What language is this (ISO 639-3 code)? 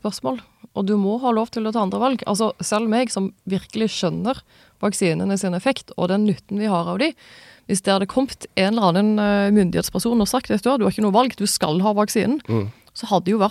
nor